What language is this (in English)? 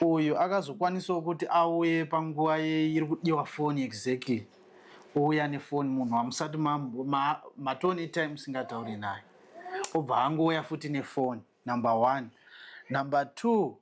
Shona